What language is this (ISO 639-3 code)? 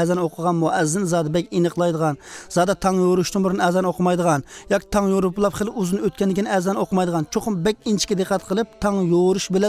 uig